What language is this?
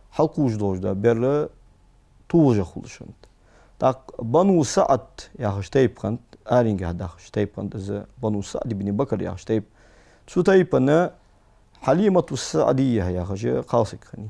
Ingush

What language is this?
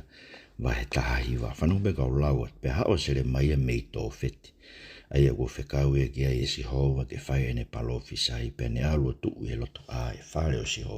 Tongan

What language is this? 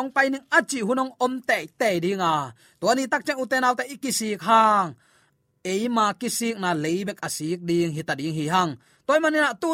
Tedim Chin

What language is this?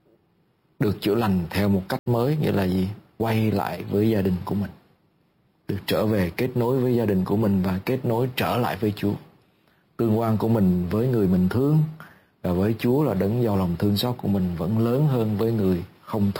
Vietnamese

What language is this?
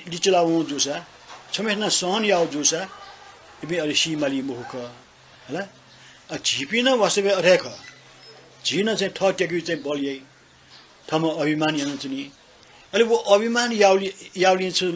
Newari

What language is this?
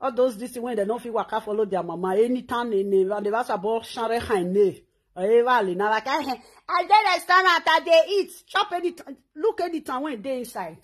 Nigerian Pidgin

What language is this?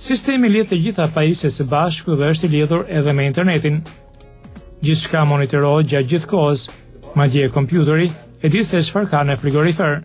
Albanian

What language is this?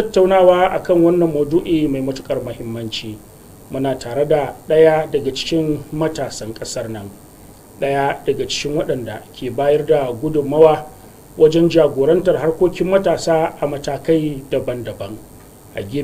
Hausa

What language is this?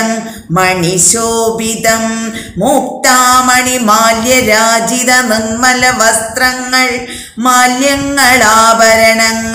Malayalam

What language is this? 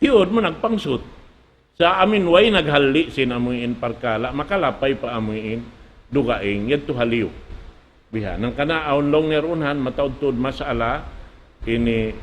Tausug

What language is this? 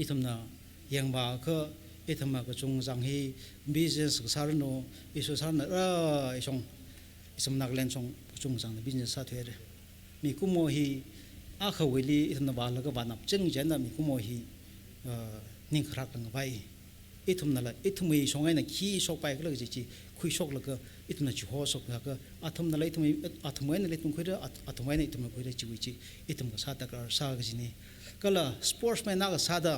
Tangkhul Naga (India)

